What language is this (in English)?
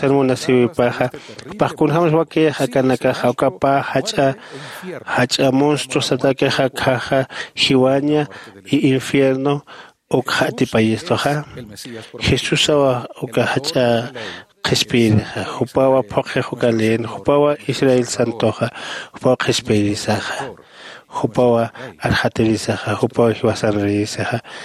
Aymara